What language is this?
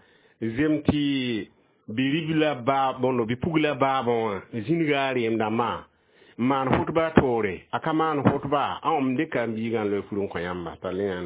Mossi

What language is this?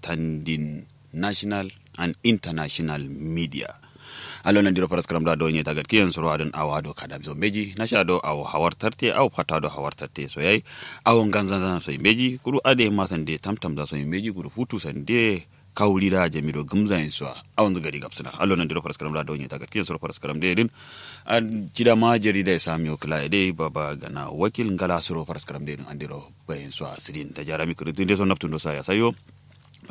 Kanuri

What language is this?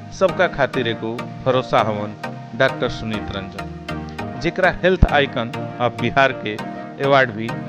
Bhojpuri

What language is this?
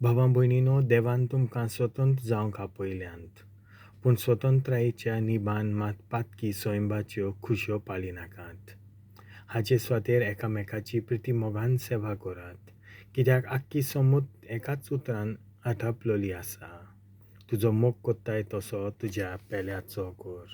Konkani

